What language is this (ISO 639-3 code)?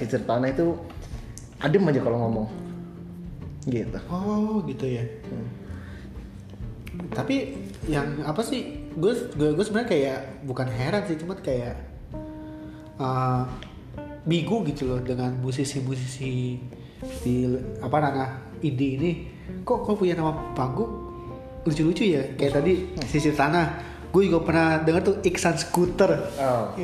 ind